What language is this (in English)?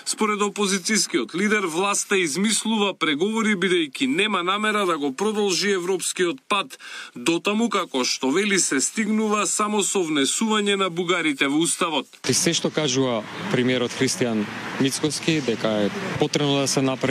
Macedonian